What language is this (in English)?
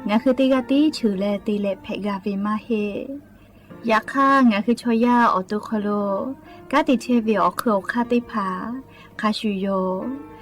Lahu